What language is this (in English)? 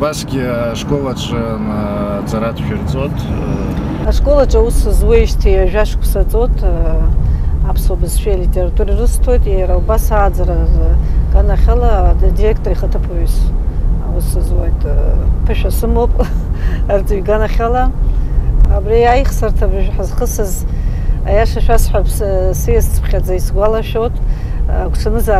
Abkhazian